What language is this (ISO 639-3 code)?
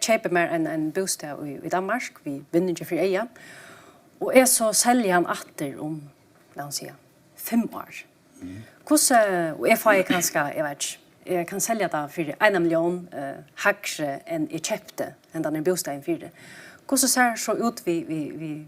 fao